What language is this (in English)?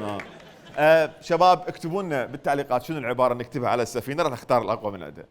Mesopotamian Arabic